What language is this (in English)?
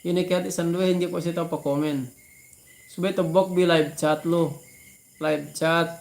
Yakan